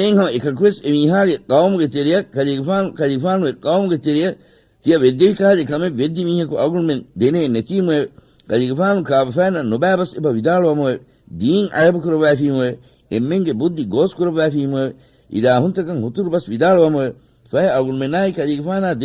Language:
Divehi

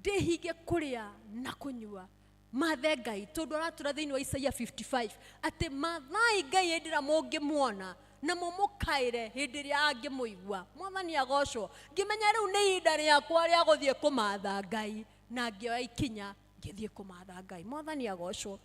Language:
Kikuyu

